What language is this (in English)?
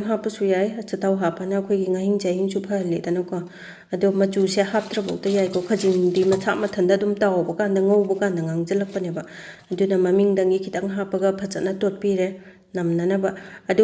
Manipuri